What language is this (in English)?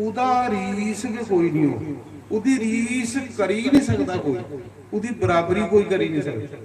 Dogri